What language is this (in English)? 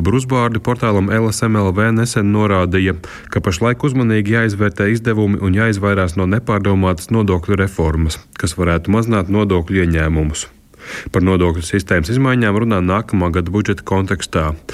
Latvian